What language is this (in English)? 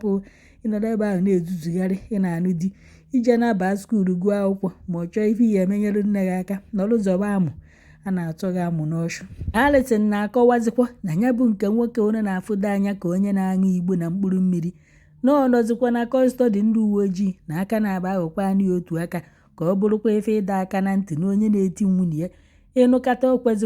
Igbo